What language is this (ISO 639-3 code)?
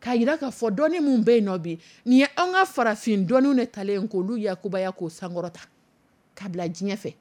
dyu